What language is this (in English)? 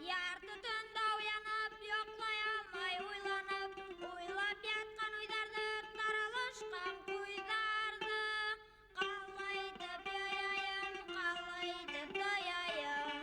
Bashkir